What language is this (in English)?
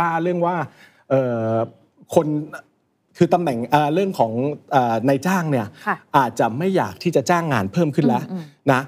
Thai